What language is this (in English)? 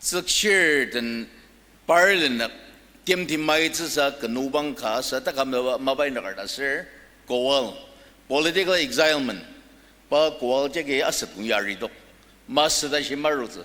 Ao Naga